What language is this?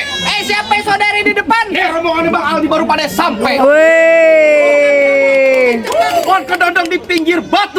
Betawi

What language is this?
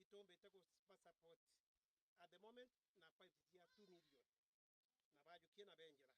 Meru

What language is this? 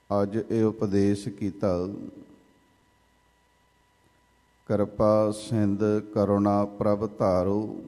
Punjabi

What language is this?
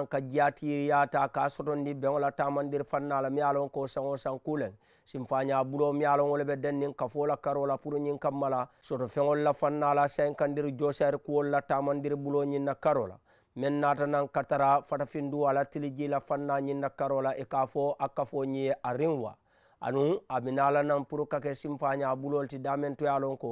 Mandingo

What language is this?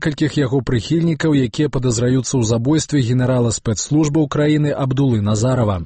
Belarusian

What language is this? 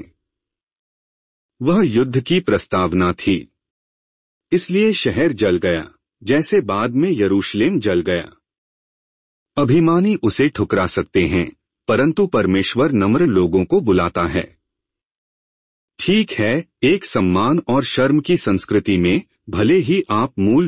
Hindi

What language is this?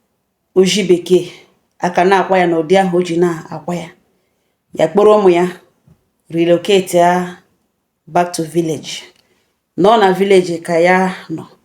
Igbo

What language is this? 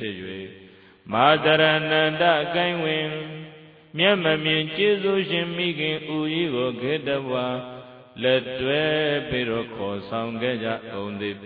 Burmese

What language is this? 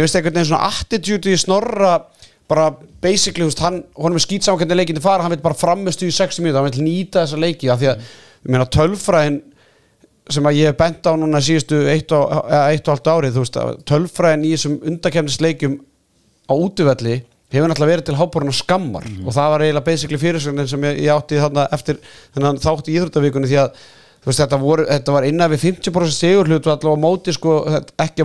Icelandic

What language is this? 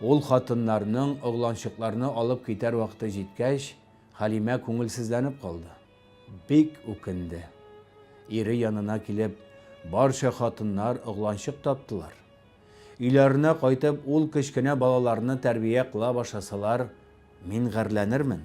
Tatar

